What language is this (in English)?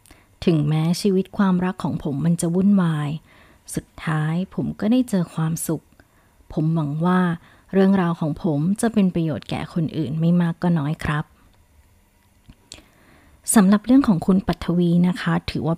Thai